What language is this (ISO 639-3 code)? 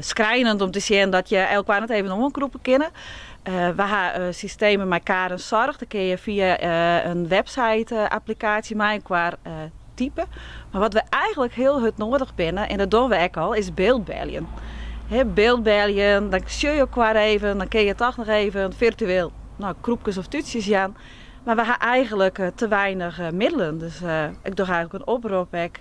fry